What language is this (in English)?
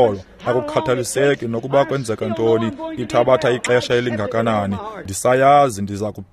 Xhosa